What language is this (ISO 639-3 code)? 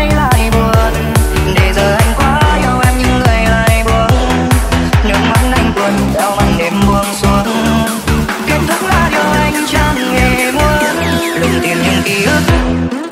vie